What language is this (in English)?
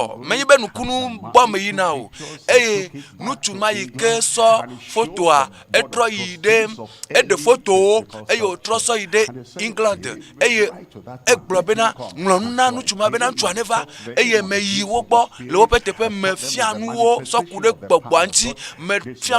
Ewe